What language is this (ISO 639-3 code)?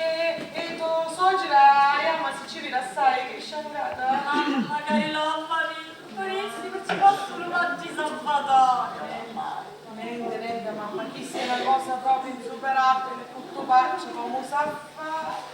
scn